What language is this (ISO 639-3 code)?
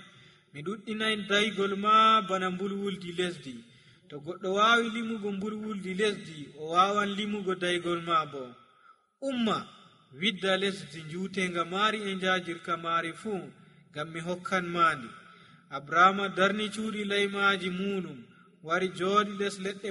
fuv